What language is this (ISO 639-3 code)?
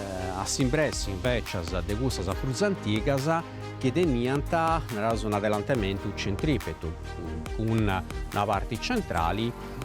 srd